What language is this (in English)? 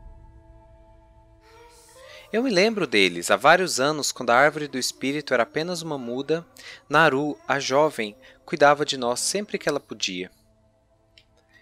Portuguese